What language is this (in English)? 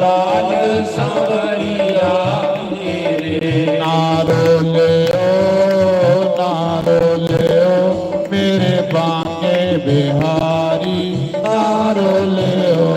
Dogri